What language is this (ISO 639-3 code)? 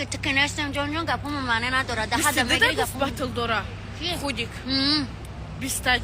tgk